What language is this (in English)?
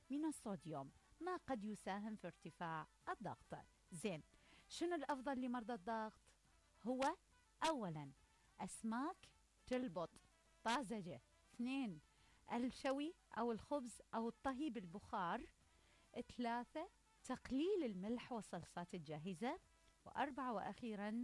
Mesopotamian Arabic